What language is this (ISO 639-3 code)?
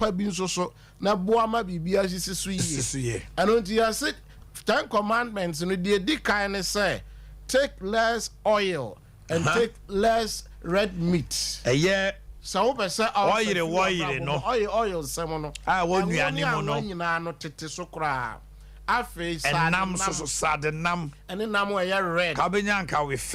aka